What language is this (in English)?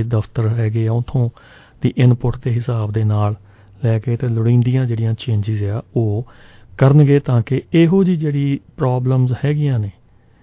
Punjabi